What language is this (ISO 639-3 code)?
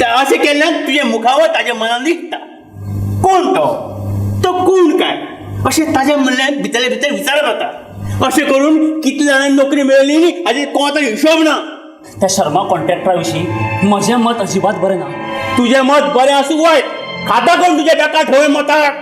kok